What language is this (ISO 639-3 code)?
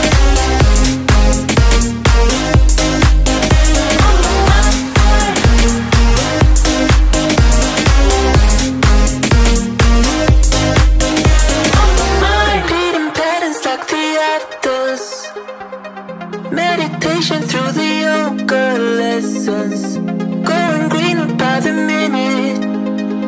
eng